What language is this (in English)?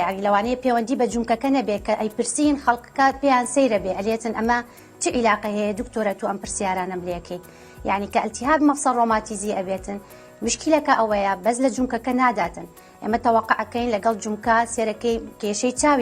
Central Kurdish